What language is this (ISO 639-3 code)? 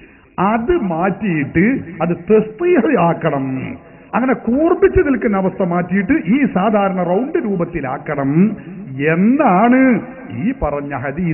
mal